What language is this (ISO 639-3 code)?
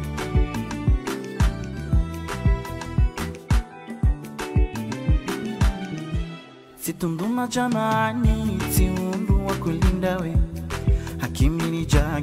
swa